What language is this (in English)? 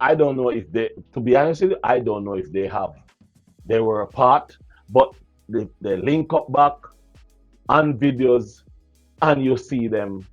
Jamaican Creole English